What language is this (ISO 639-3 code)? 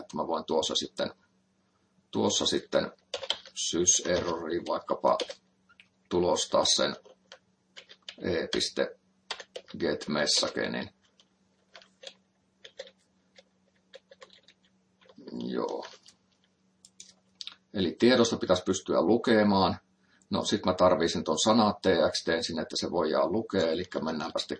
fin